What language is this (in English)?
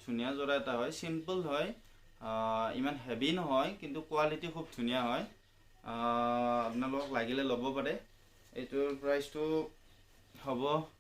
Assamese